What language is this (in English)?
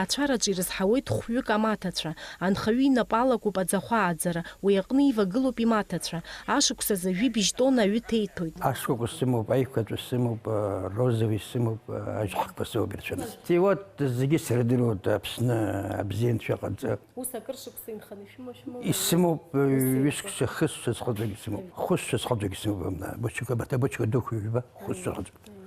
Abkhazian